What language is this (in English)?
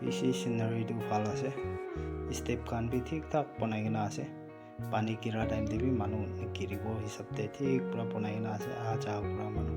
Naga Pidgin